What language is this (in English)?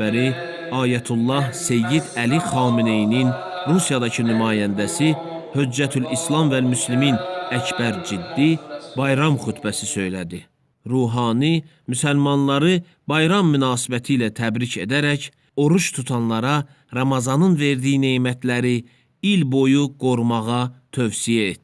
Azerbaijani